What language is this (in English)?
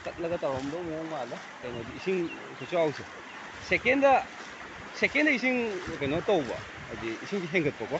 Manipuri